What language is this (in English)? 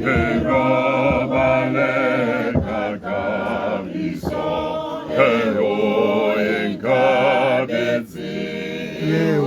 Tswana